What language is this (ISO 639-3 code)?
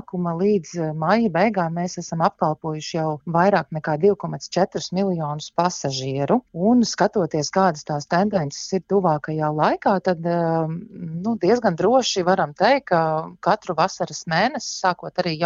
lav